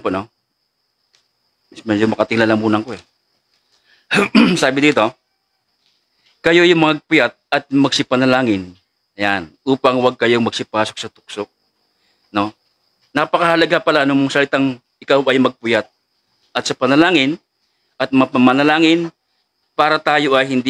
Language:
Filipino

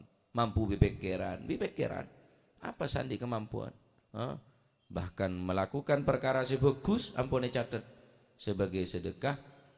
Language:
Madurese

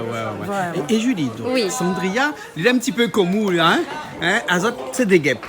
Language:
Réunion Creole French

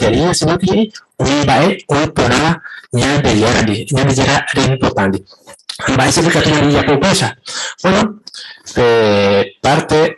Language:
Guarani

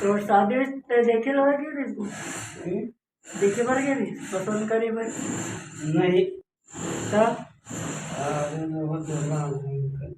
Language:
Chhattisgarhi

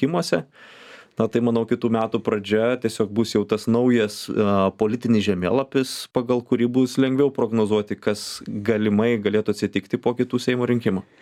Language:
Lithuanian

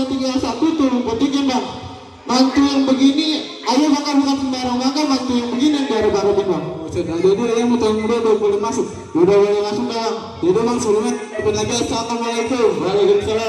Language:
Betawi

